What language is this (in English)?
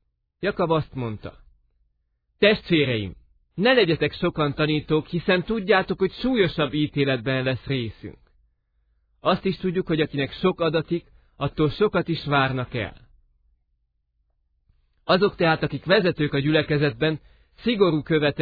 Hungarian